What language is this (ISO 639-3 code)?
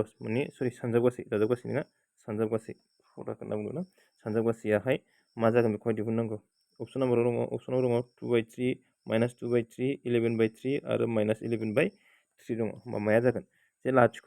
brx